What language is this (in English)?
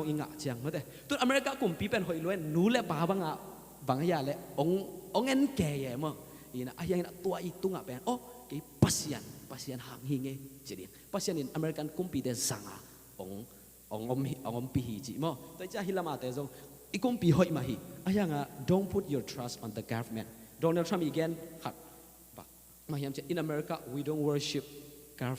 Tedim Chin